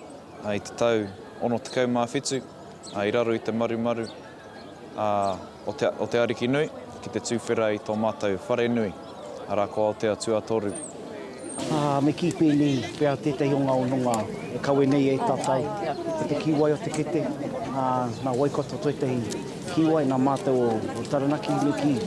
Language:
Māori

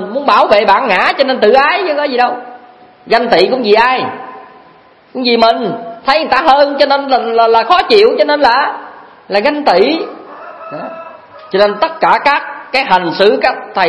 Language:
Vietnamese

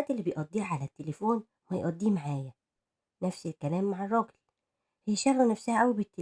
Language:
Egyptian Arabic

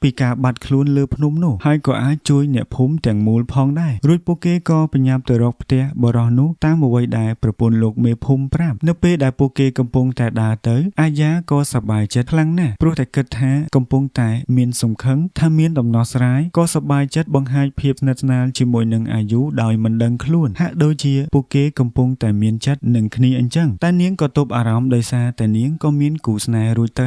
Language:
Khmer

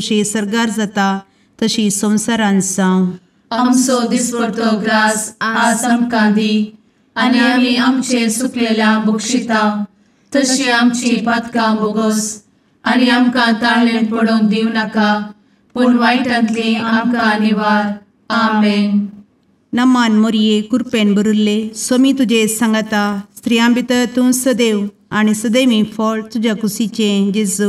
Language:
Konkani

